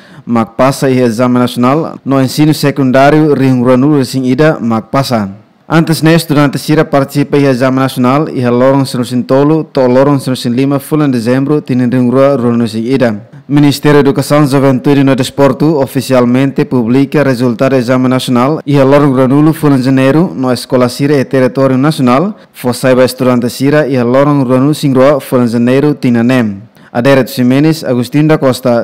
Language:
Tetum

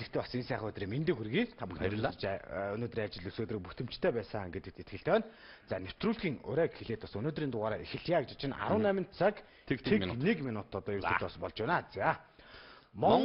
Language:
Mongolian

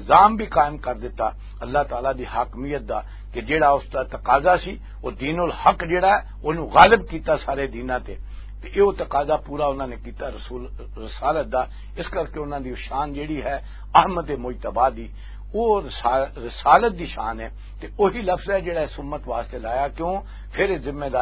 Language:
Western Panjabi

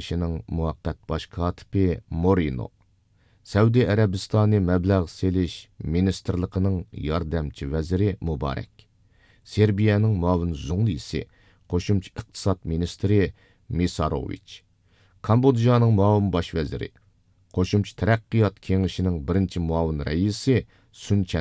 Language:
Uyghur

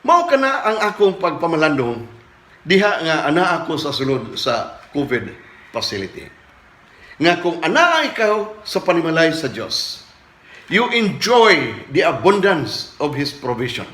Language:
Cebuano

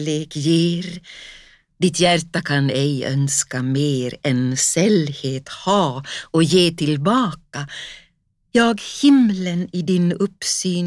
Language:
Swedish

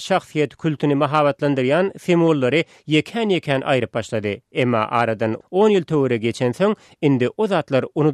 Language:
Turkmen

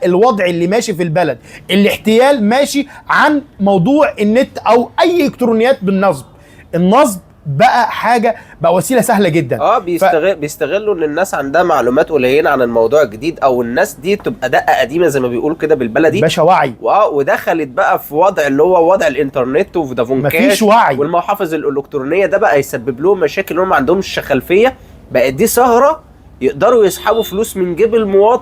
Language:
Egyptian Arabic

